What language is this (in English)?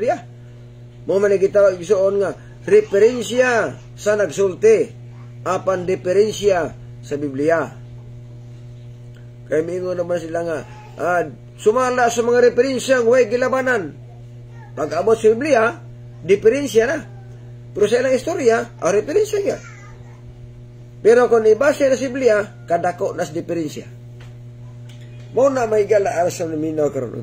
Cebuano